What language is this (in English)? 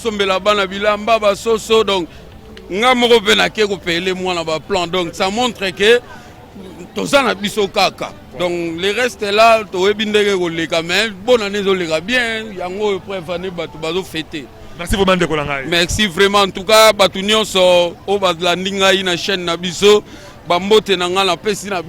Lingala